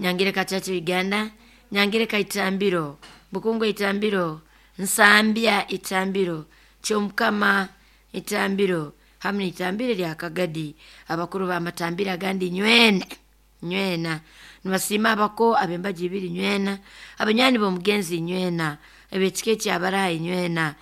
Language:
Nyoro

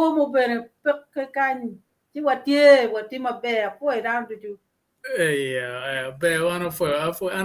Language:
Acoli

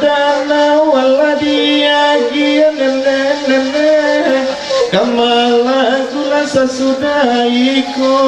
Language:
Minangkabau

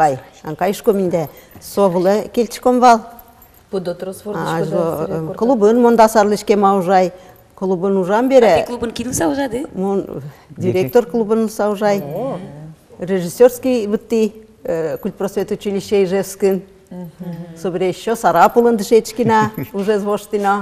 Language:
Udmurt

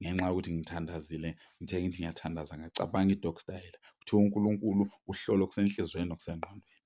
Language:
Zulu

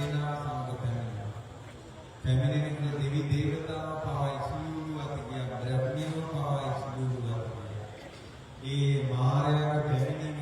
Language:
Sinhala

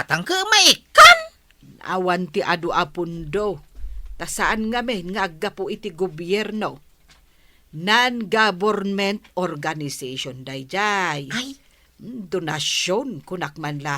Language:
Iloko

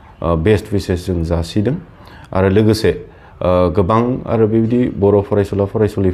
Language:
Bodo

